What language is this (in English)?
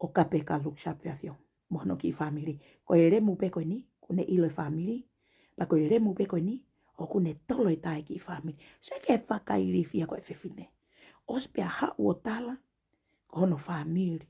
Tongan